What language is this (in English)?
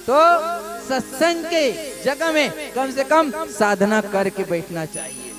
Chhattisgarhi